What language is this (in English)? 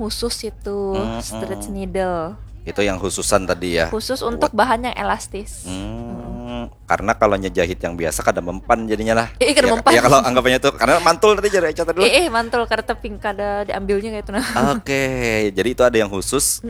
Banjar